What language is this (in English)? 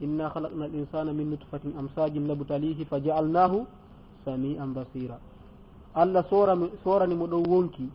Fula